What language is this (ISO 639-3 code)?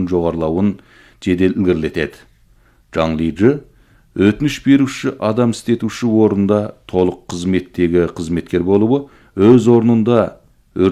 kaz